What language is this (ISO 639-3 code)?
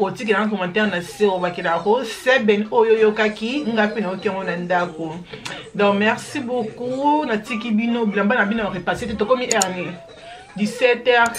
lin